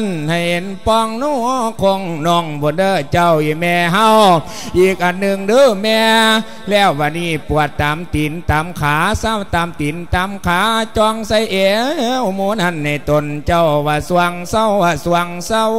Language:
Lao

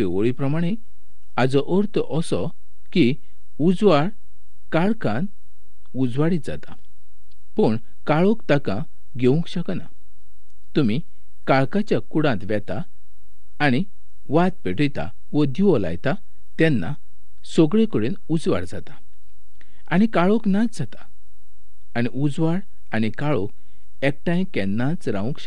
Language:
Konkani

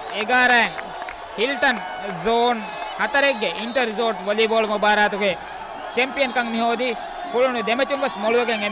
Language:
Divehi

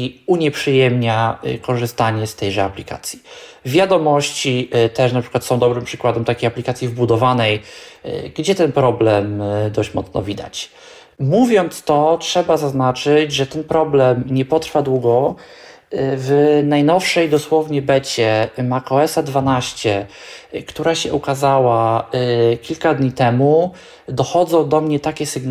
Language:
Polish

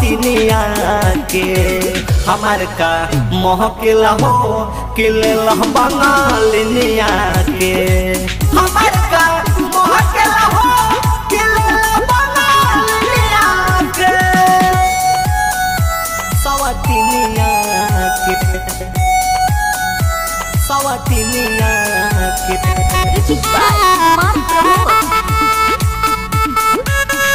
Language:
Bhojpuri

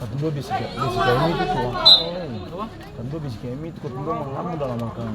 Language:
Ambonese Malay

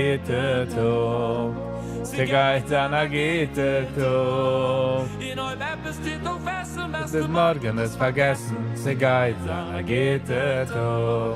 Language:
Yiddish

